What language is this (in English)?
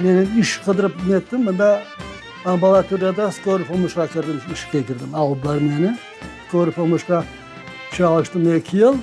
Crimean Tatar